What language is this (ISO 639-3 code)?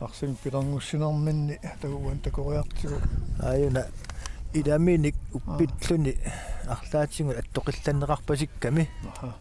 kal